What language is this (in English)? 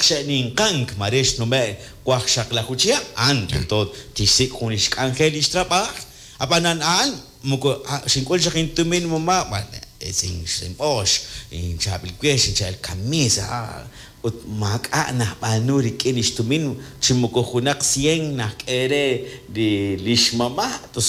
Kekchí